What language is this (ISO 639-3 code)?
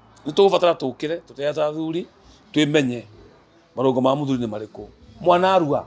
kik